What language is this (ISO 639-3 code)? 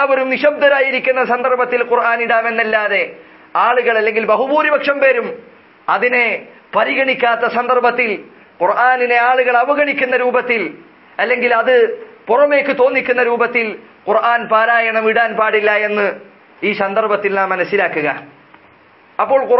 mal